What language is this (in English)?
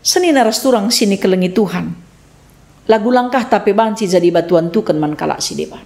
Batak Karo